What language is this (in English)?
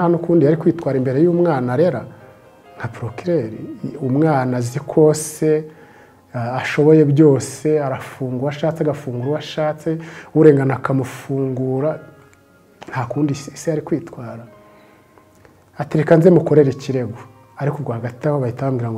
Kinyarwanda